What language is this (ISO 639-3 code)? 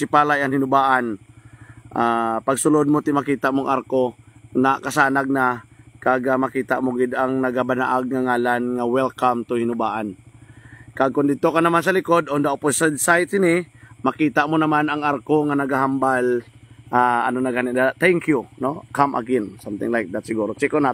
hil